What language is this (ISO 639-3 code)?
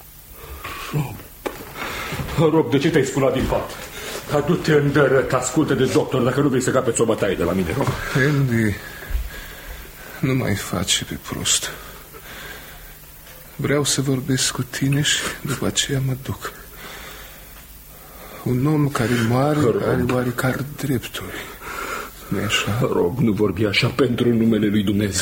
ron